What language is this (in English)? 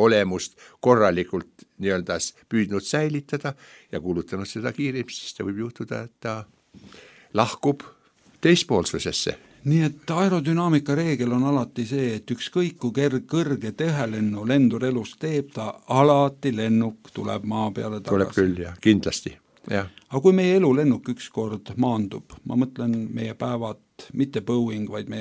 Estonian